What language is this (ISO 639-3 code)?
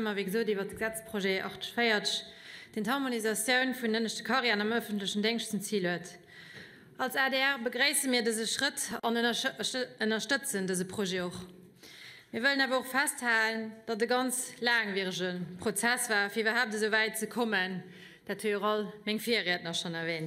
ltz